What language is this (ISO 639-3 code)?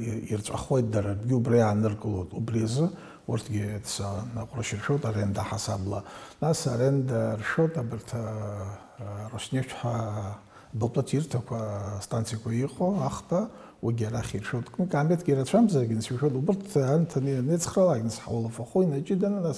abk